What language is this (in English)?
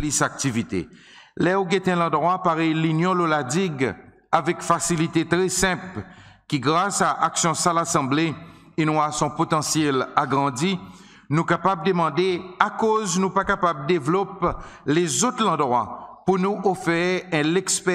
Seselwa Creole French